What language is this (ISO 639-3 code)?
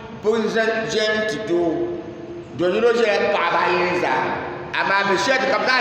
dag